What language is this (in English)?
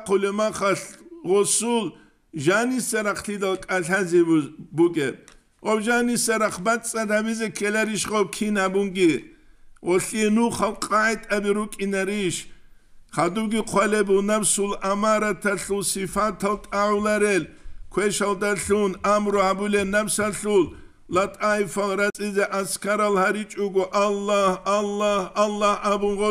Avaric